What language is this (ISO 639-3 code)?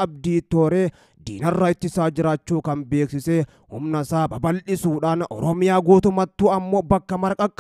orm